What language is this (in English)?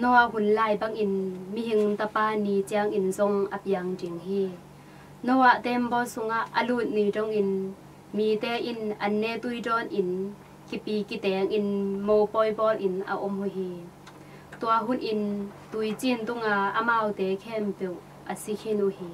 Tedim Chin